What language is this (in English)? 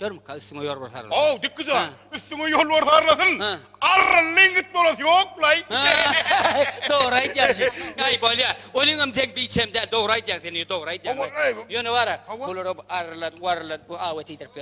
Turkmen